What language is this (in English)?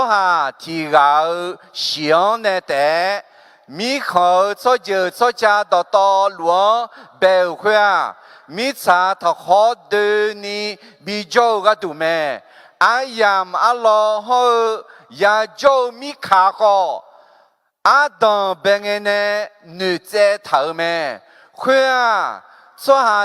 Akha